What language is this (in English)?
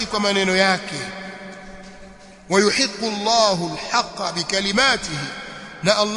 Swahili